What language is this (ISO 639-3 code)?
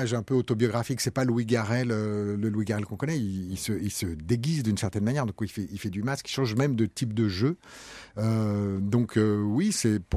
fra